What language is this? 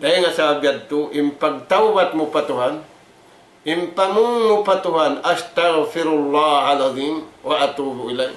Tausug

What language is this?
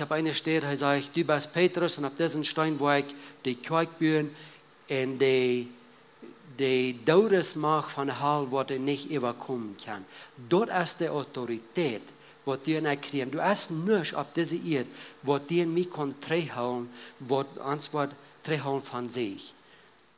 Plautdietsch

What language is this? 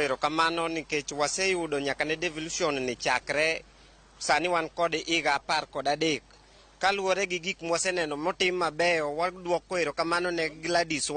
Luo (Kenya and Tanzania)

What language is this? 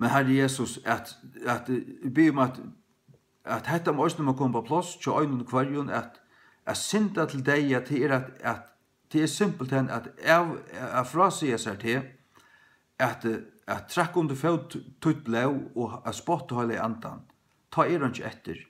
Faroese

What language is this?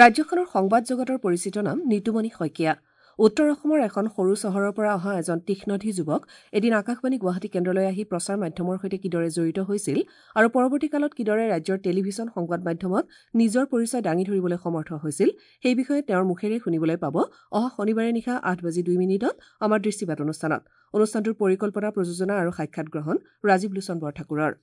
Assamese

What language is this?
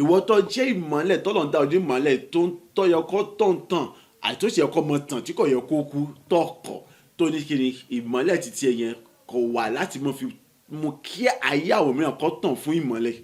Yoruba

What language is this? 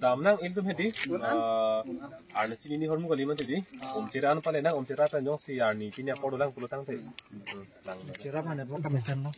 Karbi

